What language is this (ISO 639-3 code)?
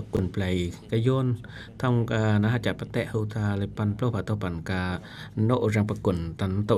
cjm